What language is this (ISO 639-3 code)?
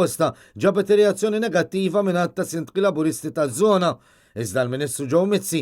mlt